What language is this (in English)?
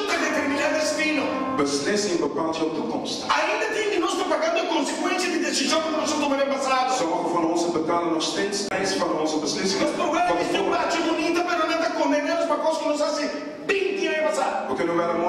Papiamento